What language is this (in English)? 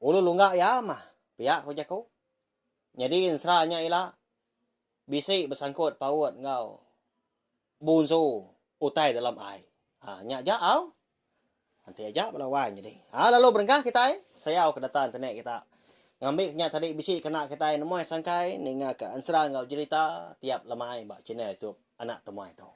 Iban